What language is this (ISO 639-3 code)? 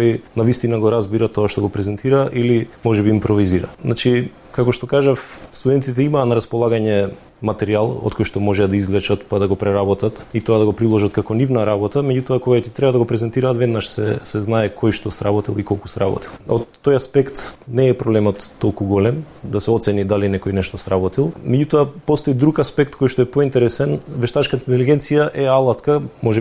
mkd